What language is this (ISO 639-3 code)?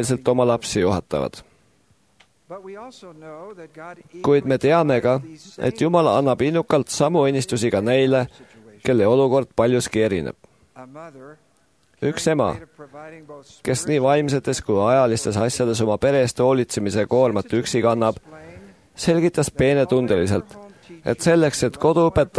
est